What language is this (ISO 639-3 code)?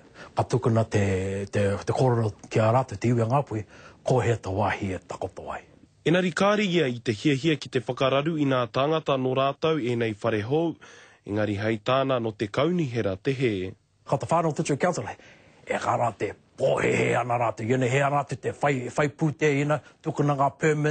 mri